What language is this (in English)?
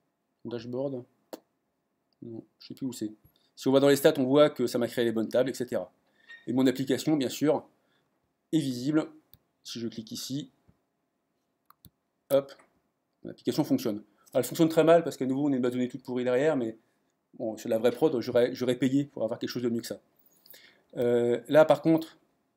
French